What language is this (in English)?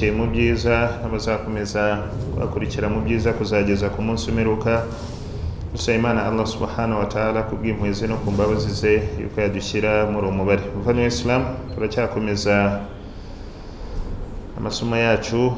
Kinyarwanda